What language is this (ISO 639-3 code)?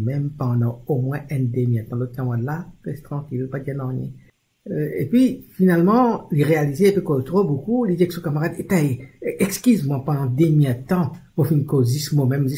mfe